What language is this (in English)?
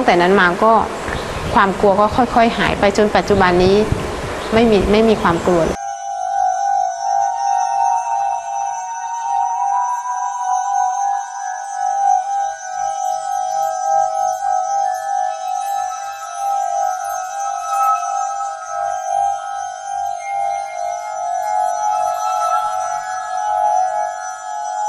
Thai